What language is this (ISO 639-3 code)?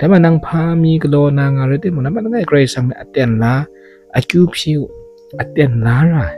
kac